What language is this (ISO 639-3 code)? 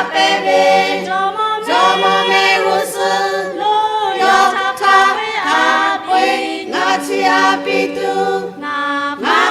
lhu